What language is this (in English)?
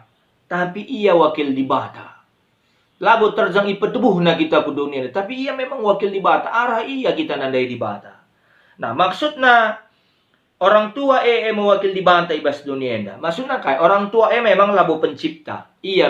Batak Karo